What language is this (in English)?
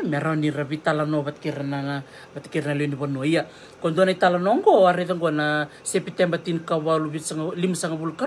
Fijian